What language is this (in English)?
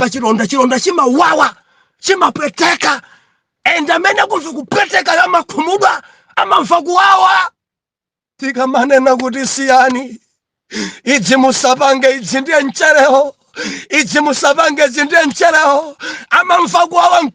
Nyanja